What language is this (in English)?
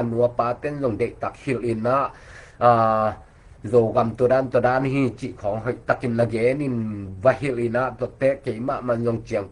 Tedim Chin